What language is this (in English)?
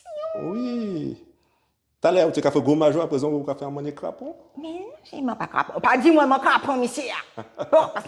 Guadeloupean Creole French